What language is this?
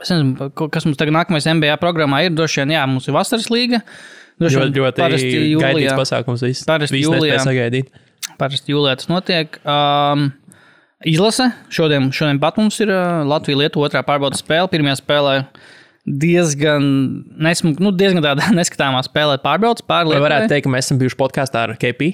Latvian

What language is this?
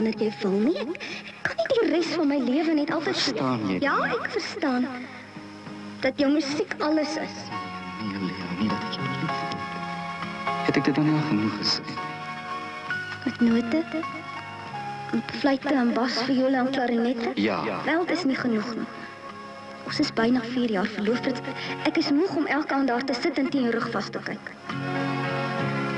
Afrikaans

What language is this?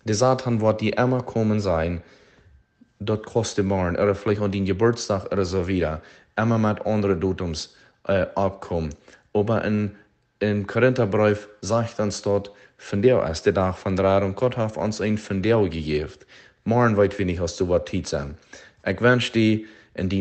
Plautdietsch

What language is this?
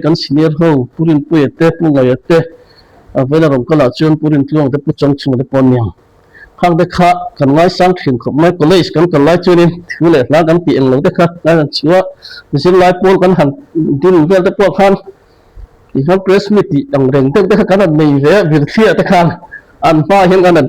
Mizo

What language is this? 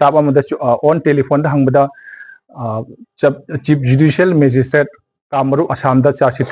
Manipuri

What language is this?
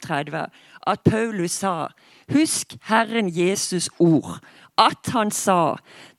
Norwegian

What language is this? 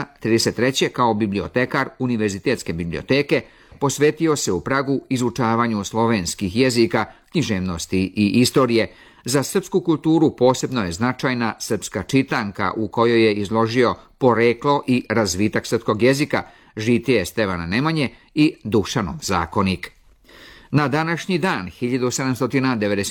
Serbian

